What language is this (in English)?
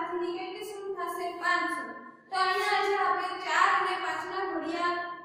Gujarati